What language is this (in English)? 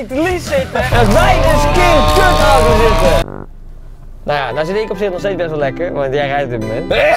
Dutch